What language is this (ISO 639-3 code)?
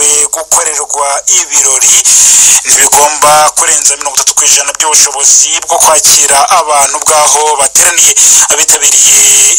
kin